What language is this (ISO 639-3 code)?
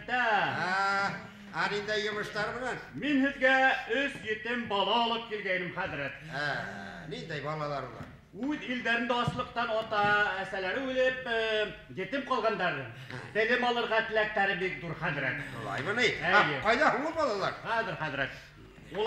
bak